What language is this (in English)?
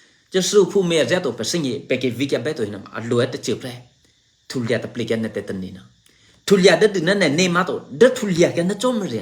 Eastern Kayah